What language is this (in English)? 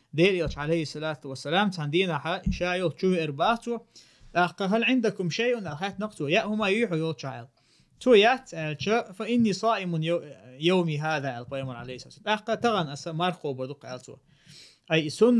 Chechen